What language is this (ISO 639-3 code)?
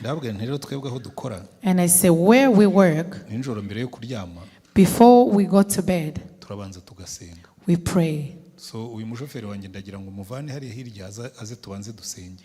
kin